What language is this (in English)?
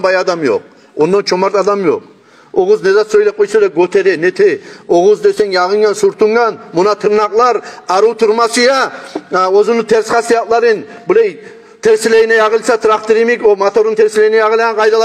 Kumyk